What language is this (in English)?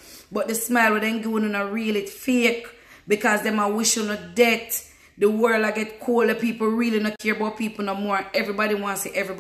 Jamaican Creole English